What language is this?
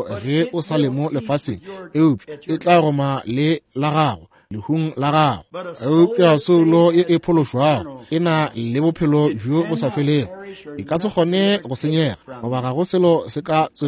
Northern Sotho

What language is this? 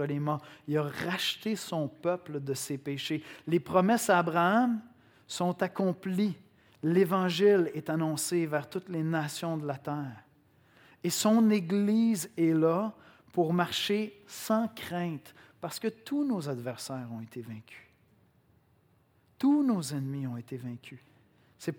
French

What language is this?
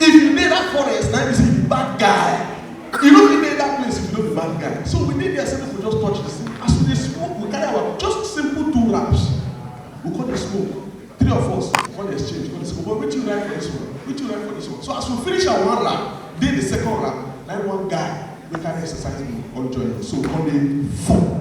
Nigerian Pidgin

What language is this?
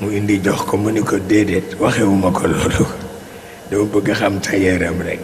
Wolof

